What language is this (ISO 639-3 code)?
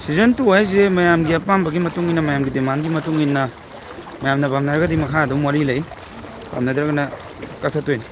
mni